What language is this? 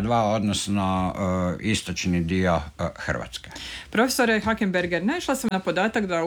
Croatian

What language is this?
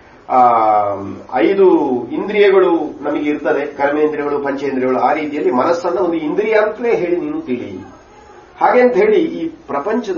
Kannada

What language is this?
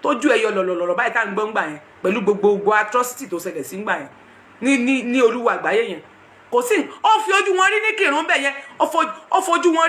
Yoruba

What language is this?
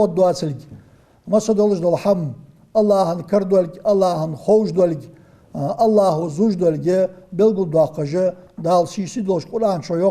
Ingush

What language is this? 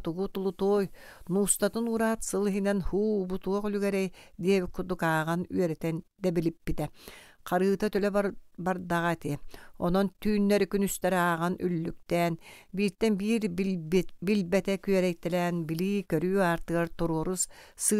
Yakut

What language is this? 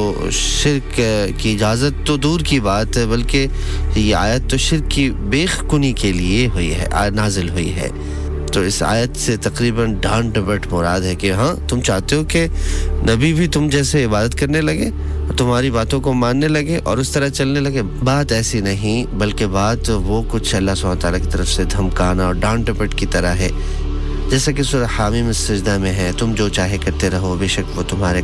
Urdu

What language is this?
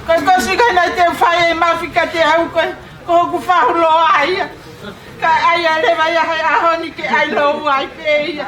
Tongan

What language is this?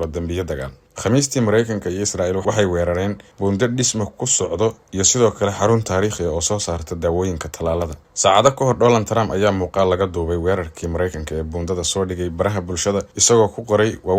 Somali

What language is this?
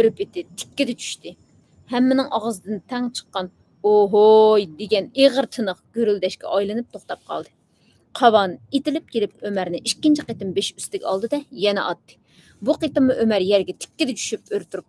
Uyghur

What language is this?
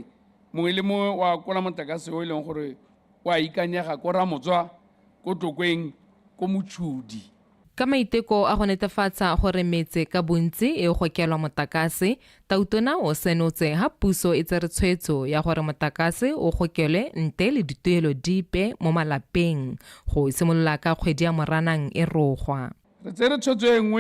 Tswana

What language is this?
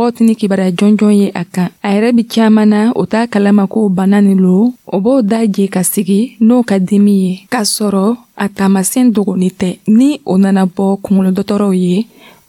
Dyula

